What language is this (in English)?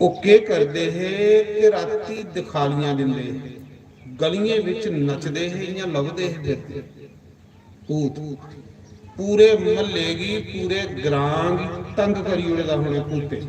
Dogri